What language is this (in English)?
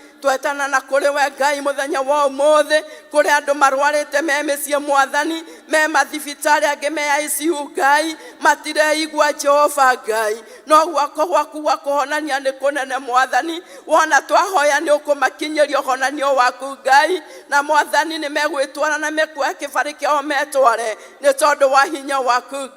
Kikuyu